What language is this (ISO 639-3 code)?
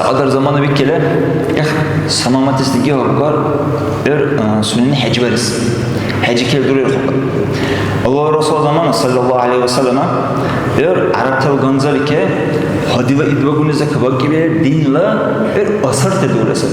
dar